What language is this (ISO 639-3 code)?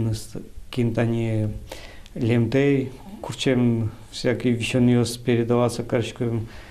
udm